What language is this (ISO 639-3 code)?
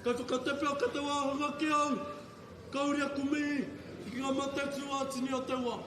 mri